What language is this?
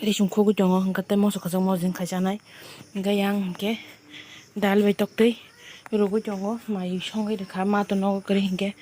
Kok Borok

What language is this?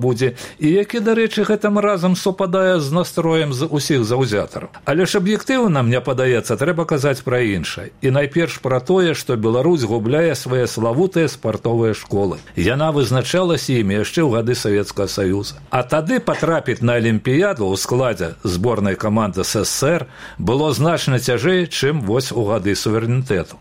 Belarusian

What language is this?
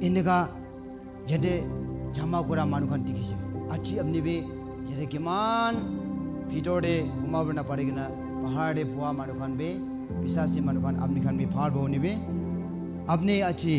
Naga Pidgin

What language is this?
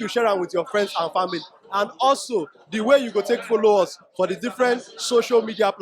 Nigerian Pidgin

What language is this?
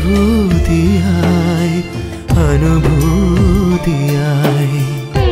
Malayalam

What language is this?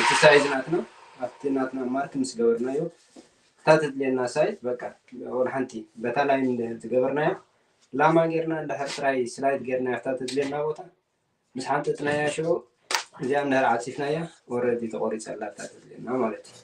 Tigrinya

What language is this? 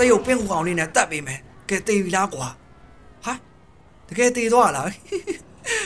Burmese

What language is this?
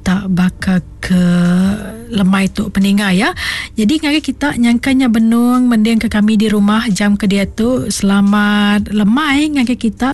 Iban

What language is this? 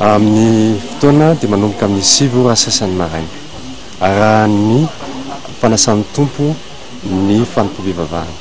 Malagasy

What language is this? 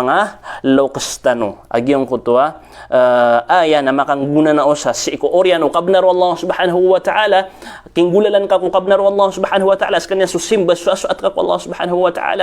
Maranao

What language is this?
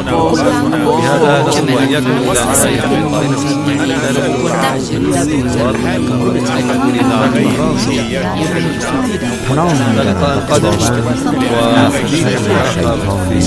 Arabic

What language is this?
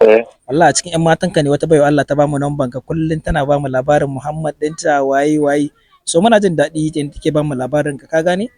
Hausa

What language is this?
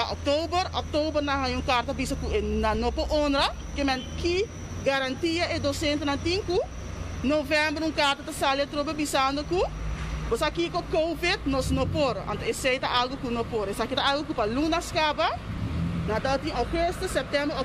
Papiamento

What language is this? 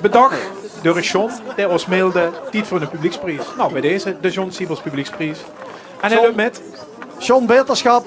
Limburgish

